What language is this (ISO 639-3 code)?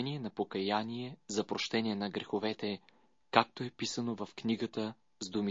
bul